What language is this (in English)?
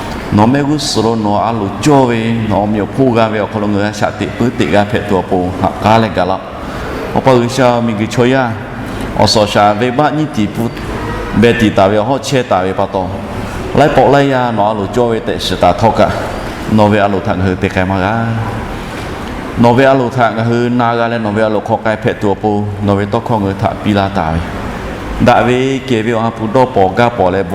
Lahu